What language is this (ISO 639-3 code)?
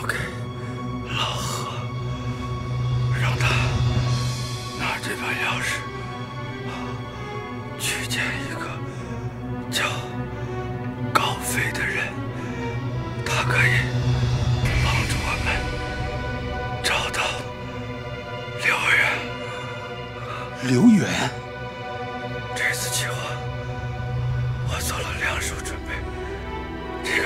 zho